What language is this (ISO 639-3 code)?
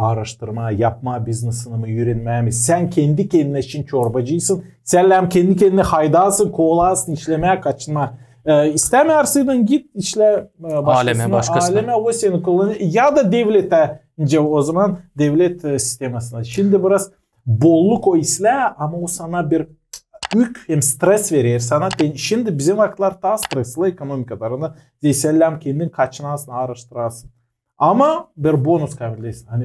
gag